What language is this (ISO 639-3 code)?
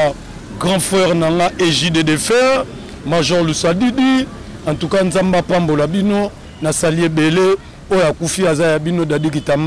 lin